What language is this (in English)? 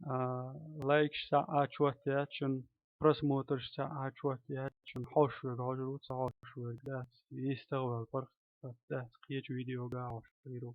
Chechen